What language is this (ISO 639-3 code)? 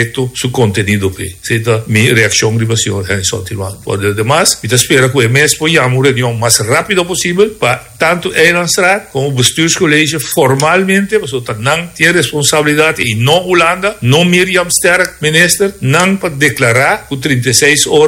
pap